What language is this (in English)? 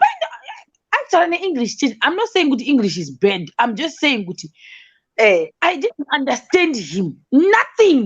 Shona